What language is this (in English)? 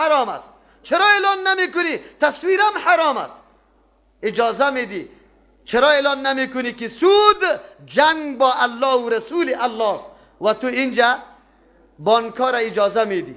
Persian